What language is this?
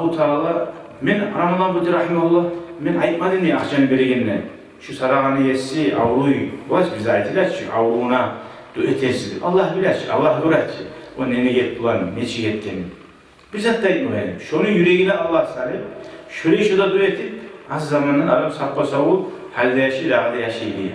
Kumyk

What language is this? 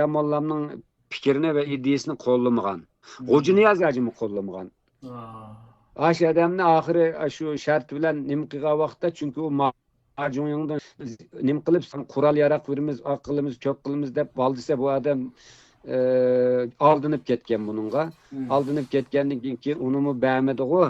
Uyghur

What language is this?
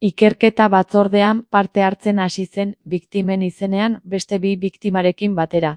Basque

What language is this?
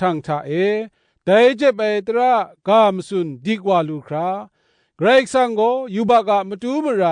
Kachin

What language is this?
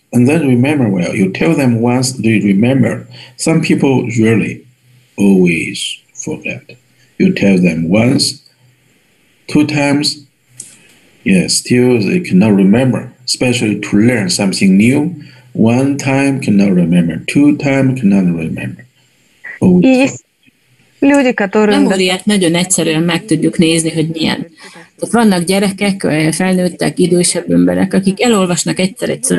Hungarian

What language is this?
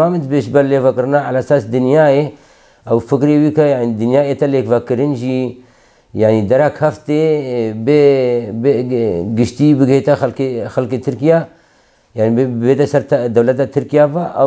Kurdish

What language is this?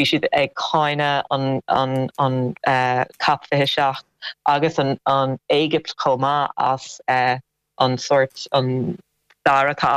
Irish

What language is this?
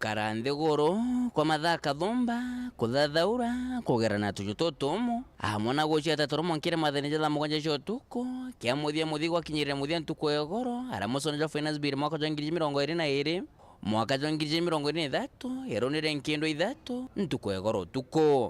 Meru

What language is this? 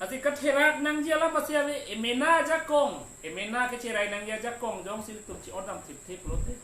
Karbi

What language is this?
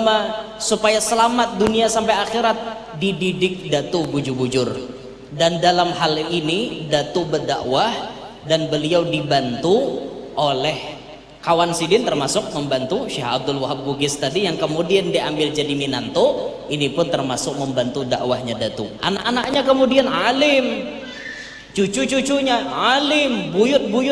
Banjar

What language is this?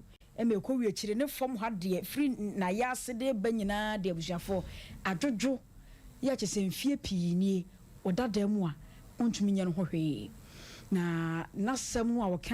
Akan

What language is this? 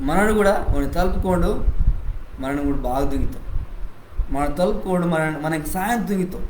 Koya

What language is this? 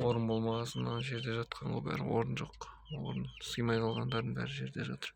Kazakh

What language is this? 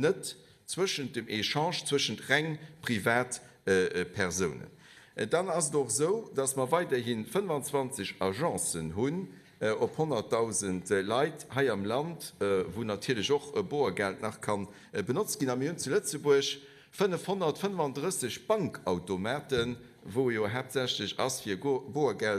Luxembourgish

